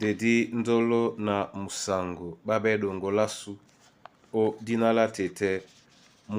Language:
Duala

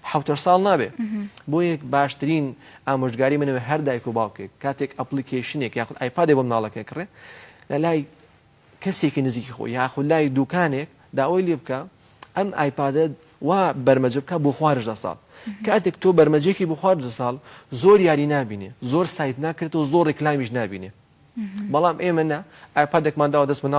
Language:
Central Kurdish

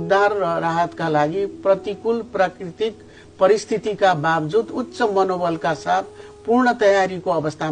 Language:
Nepali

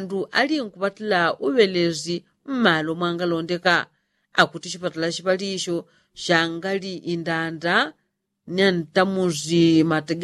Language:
Yao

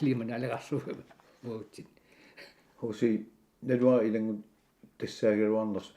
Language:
Kalaallisut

